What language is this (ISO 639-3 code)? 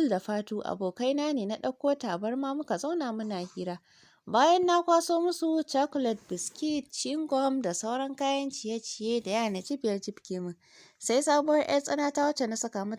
hau